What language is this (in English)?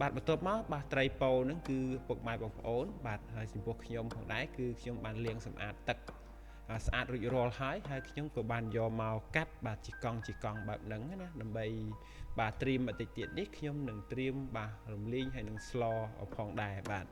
Khmer